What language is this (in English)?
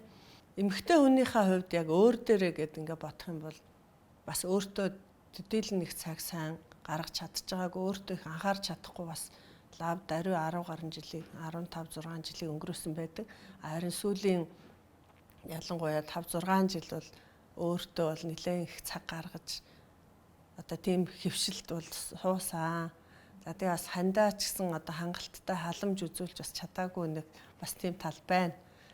Mongolian